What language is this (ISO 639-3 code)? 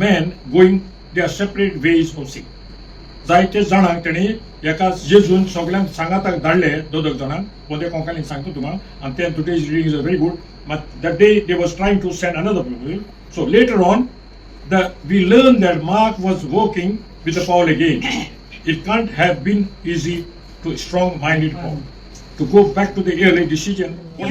kok